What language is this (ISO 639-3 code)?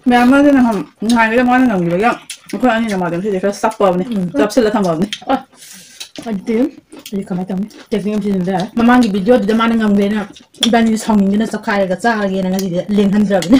mni